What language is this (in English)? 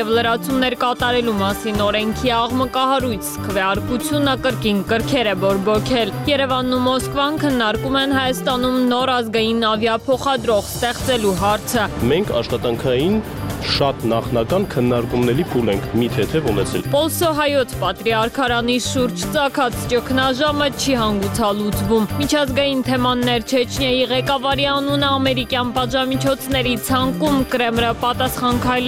Armenian